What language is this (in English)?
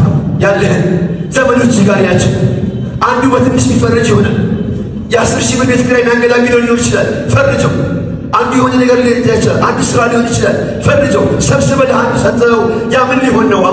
Amharic